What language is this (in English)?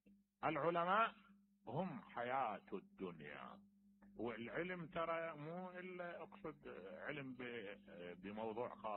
Mesopotamian Arabic